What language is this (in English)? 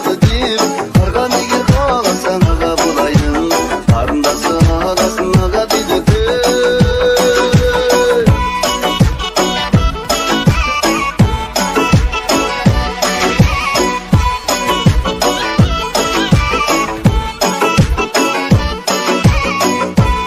Kazakh